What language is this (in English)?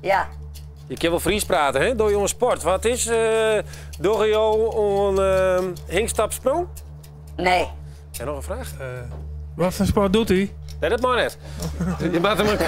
Western Frisian